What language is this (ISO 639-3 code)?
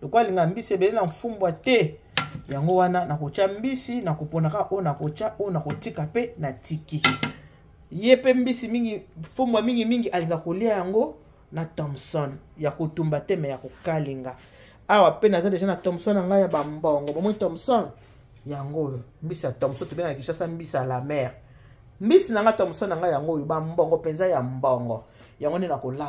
lin